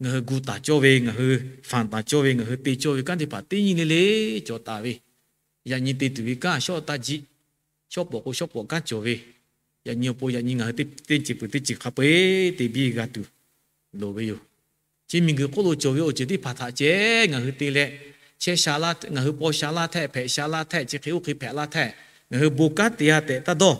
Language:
Lahu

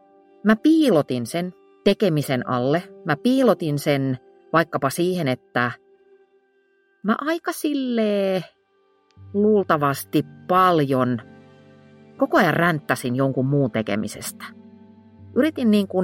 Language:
Finnish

